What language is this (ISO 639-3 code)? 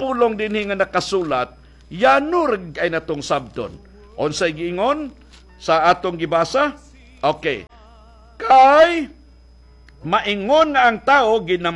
ceb